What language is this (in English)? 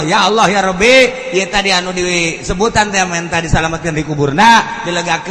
Sundanese